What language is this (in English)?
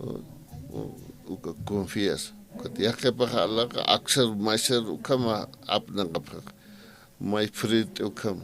Aymara